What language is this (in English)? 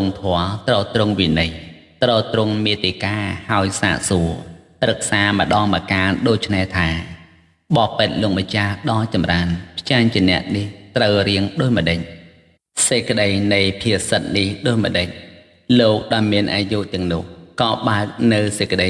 Khmer